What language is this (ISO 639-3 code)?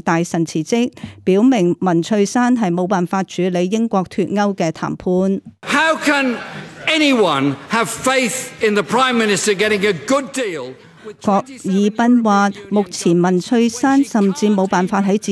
yue